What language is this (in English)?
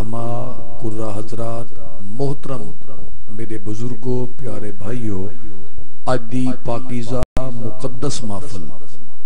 Saraiki